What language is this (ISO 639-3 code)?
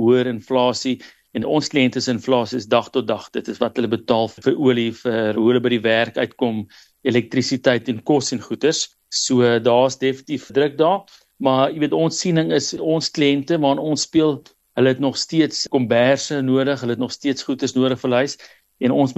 afr